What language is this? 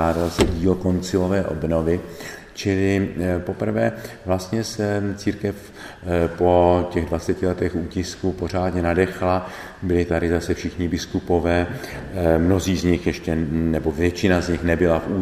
Czech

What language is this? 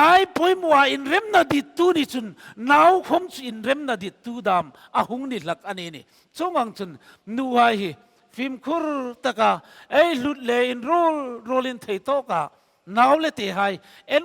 Hmar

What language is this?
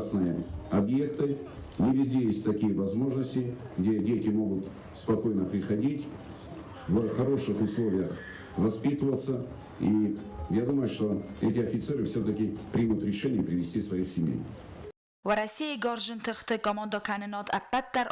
Ossetic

